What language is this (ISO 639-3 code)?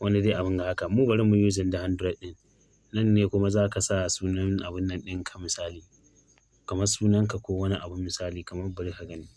hau